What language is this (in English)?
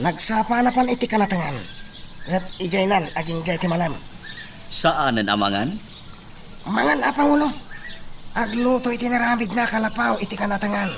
Iloko